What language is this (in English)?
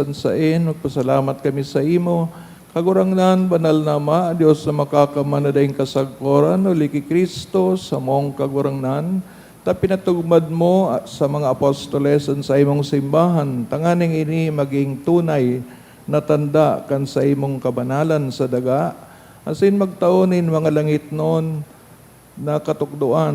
Bikol